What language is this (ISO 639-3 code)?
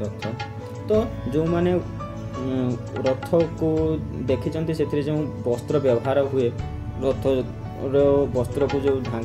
ori